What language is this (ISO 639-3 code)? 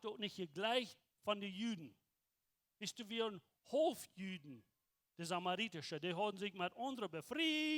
pdt